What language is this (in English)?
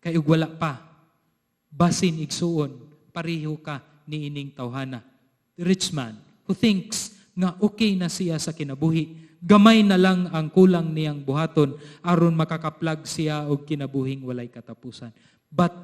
Cebuano